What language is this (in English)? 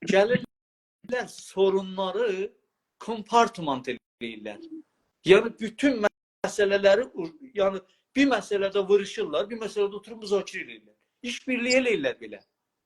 South Azerbaijani